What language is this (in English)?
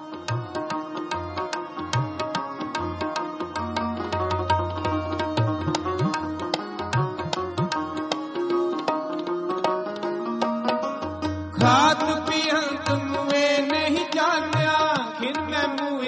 Punjabi